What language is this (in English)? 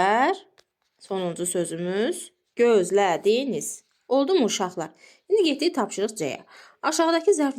Azerbaijani